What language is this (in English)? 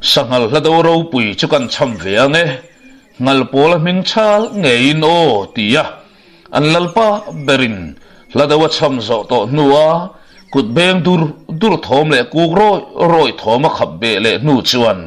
Mizo